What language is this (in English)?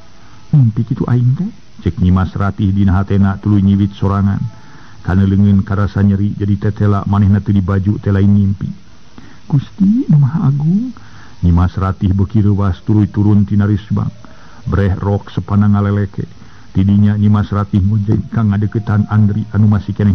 Sundanese